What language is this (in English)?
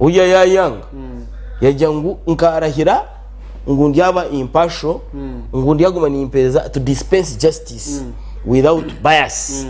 Nyankole